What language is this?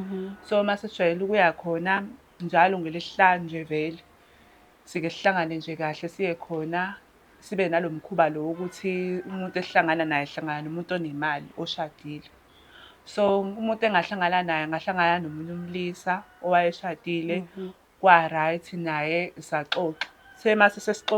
Zulu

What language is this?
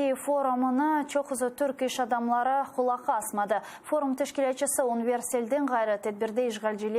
Crimean Tatar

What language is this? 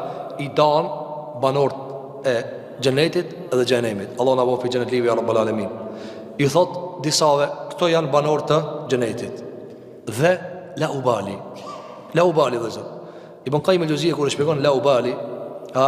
Albanian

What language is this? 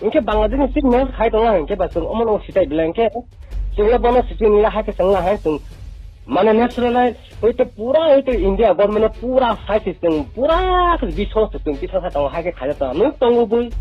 Riang (India)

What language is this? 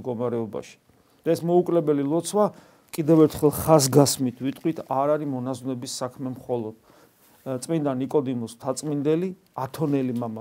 Georgian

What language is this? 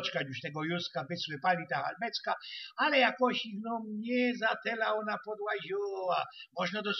Silesian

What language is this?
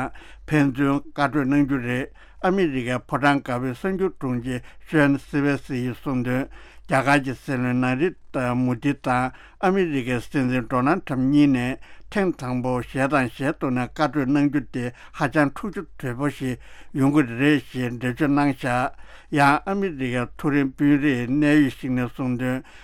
Tibetan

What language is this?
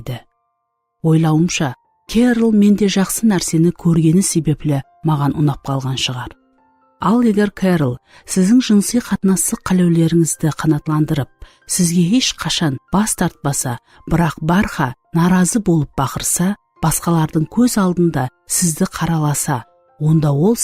Kara-Kalpak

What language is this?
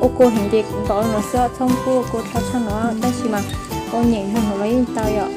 Hmong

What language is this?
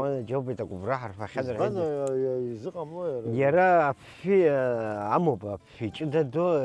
Abkhazian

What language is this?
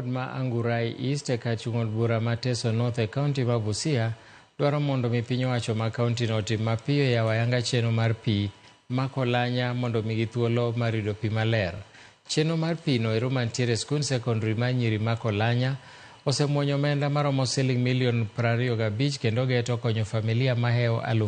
Luo (Kenya and Tanzania)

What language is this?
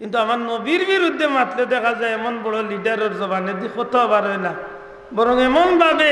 Sylheti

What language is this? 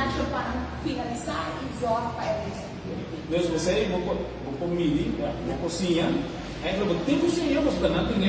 Papiamento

